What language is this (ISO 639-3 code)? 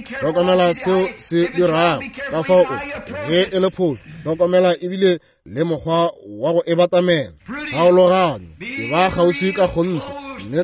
nso